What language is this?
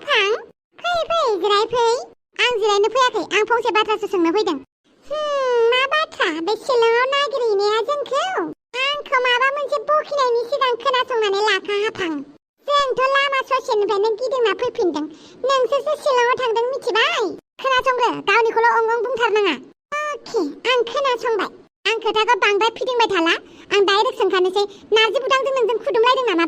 Bodo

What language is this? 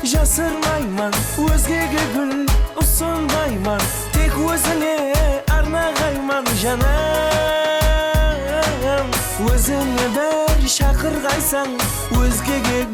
Kara-Kalpak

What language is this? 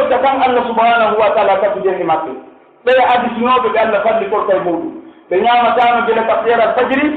Pular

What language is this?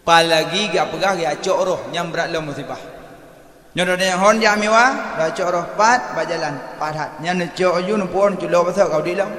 Achinese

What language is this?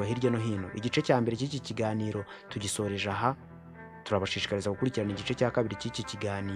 Kinyarwanda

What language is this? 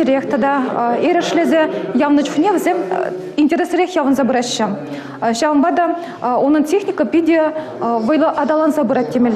Chuvash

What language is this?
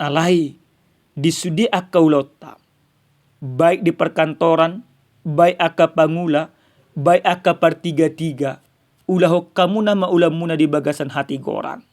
Batak Toba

